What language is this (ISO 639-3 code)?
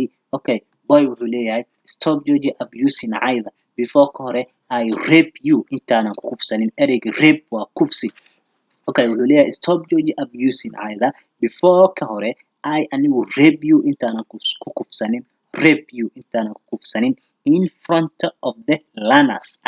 som